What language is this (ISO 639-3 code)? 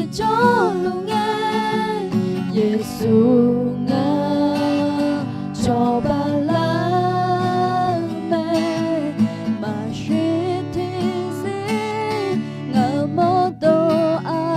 ahk